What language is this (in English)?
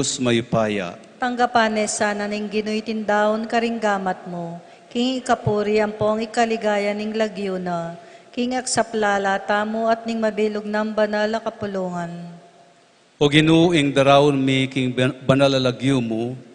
Pampanga